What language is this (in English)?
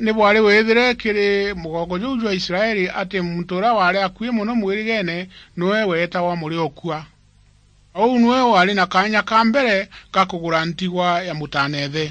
Meru